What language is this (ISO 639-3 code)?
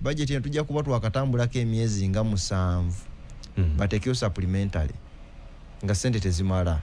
lug